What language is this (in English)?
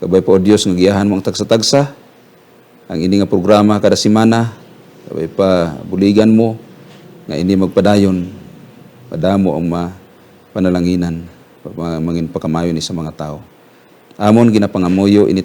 Hiligaynon